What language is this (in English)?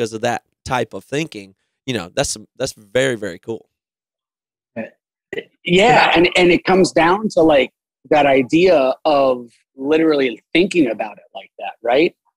English